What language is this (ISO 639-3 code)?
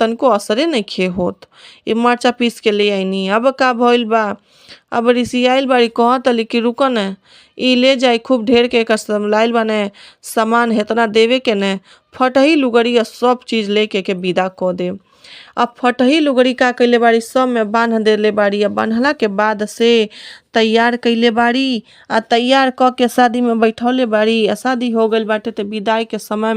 bho